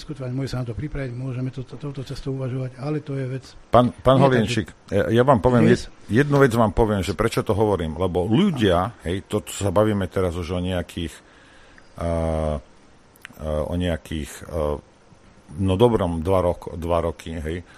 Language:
Slovak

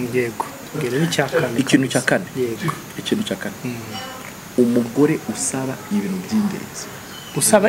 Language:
Kinyarwanda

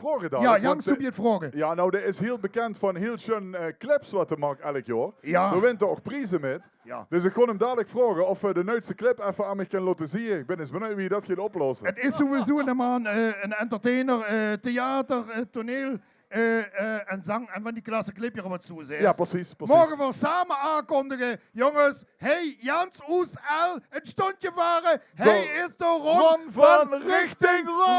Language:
Limburgish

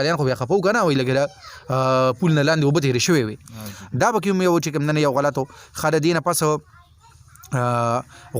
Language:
Pashto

